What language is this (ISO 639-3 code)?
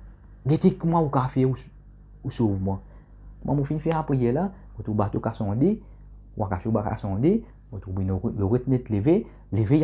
mfe